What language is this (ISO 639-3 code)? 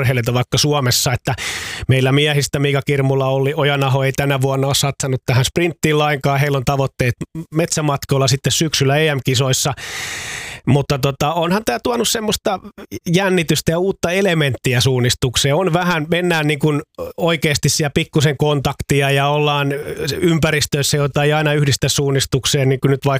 fin